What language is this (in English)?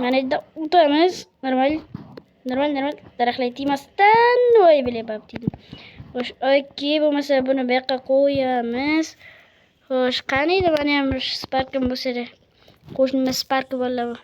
Uzbek